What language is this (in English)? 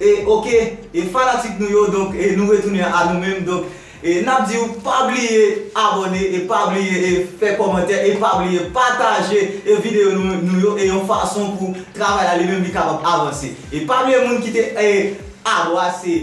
Haitian Creole